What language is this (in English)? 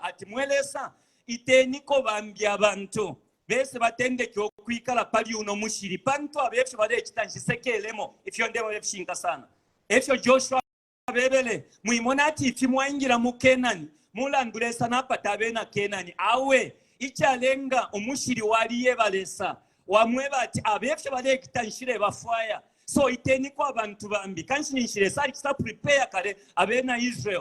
Bemba